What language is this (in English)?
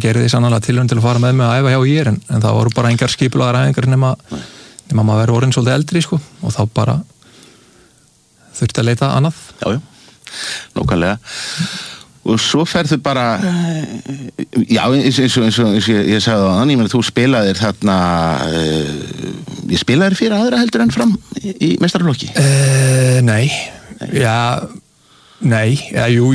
Icelandic